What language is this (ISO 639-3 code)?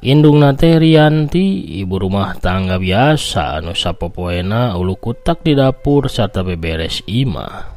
sun